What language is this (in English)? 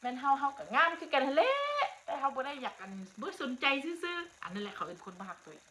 Northeastern Thai